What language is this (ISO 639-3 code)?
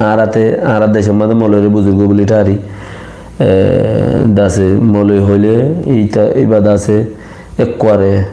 rhg